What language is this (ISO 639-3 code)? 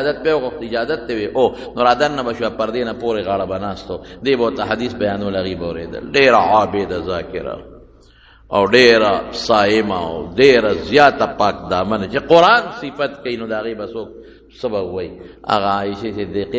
pus